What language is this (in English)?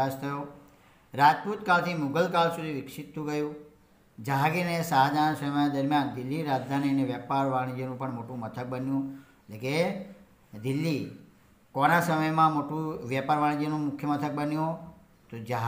Gujarati